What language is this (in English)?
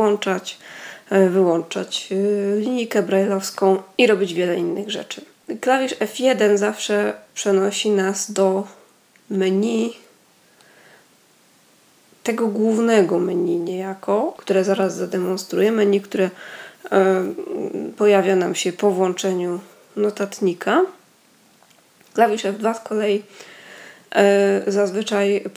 Polish